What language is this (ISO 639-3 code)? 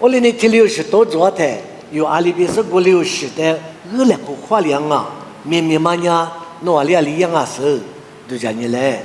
lis